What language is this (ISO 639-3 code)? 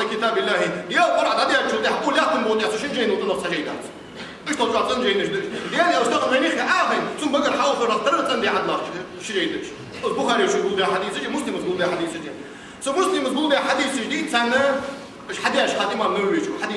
inh